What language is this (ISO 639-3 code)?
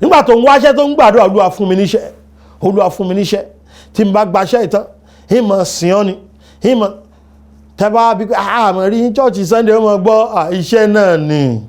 yor